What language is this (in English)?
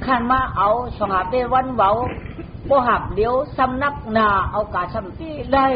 Shan